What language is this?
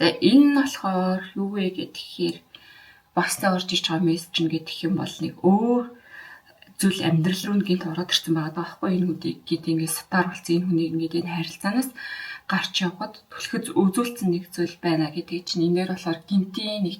Mongolian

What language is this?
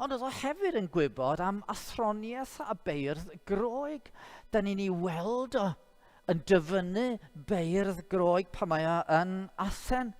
Welsh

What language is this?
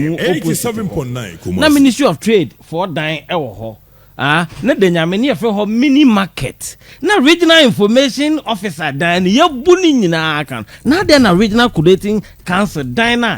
Akan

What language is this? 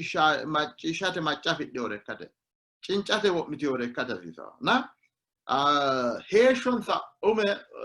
Sidamo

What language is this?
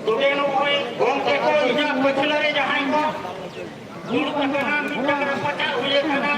Santali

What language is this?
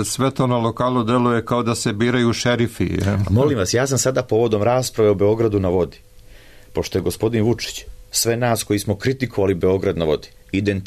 Serbian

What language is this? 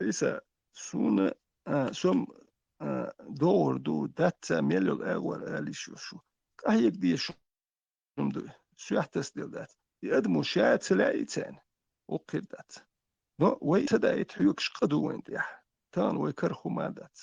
Chechen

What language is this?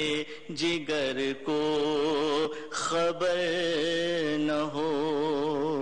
Urdu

